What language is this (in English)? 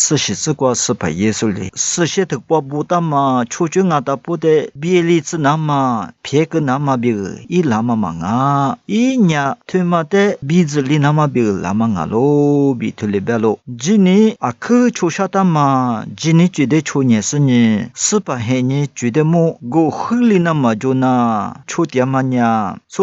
Lisu